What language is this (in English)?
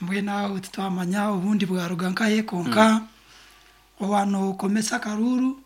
Nyankole